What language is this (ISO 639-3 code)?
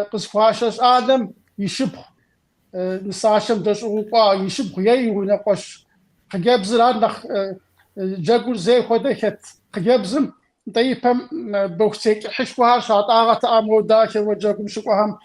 kbd